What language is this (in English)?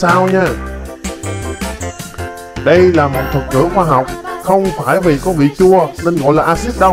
Vietnamese